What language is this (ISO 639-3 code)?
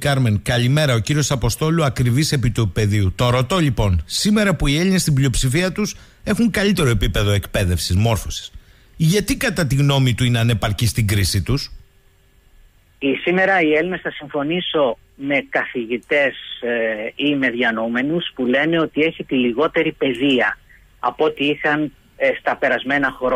ell